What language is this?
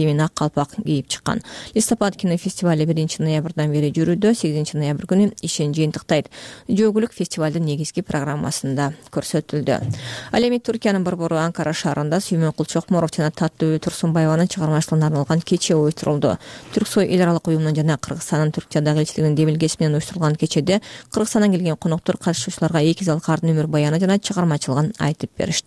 Kyrgyz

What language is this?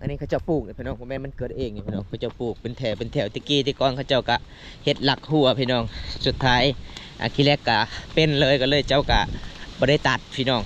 Lao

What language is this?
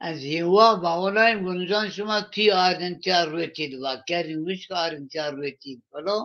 Zaza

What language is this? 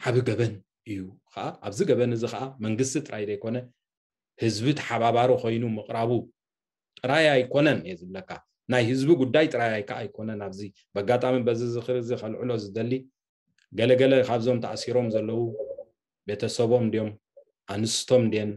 Tigrinya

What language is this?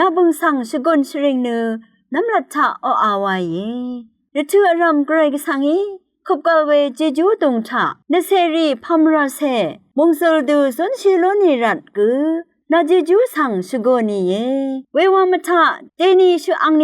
Rawang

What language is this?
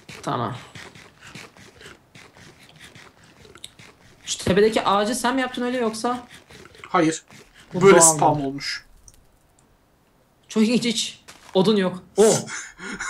Turkish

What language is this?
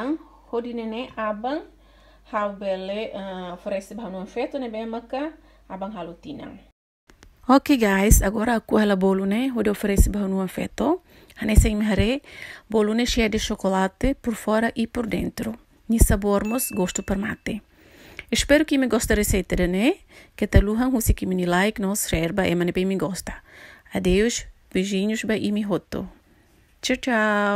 Tetum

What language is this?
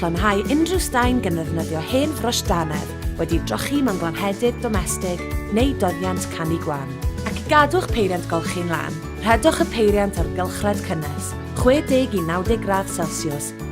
Welsh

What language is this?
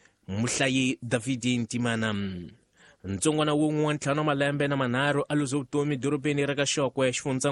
Tsonga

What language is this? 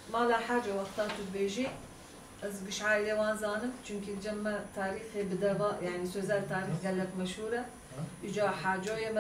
Kurdish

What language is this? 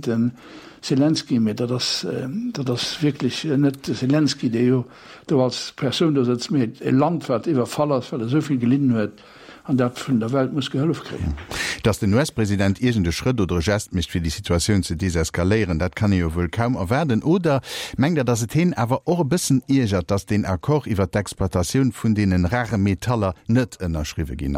Luxembourgish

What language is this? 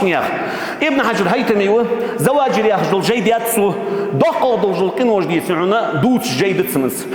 Ingush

